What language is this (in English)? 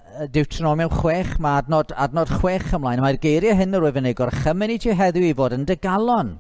Welsh